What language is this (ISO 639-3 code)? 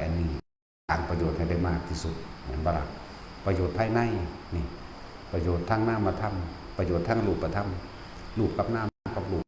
tts